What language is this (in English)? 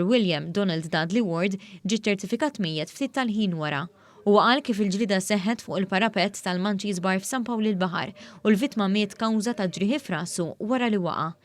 Maltese